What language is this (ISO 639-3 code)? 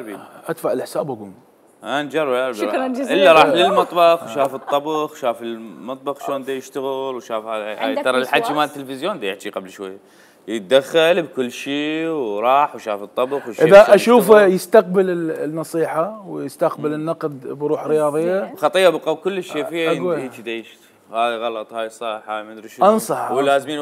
acm